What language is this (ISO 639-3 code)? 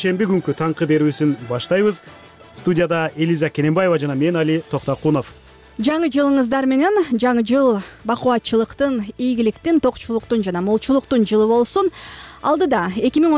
kir